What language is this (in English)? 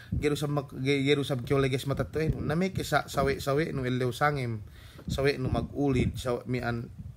Yakan